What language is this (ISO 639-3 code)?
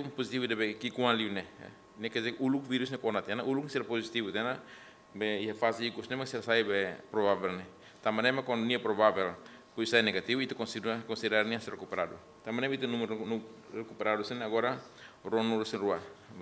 tet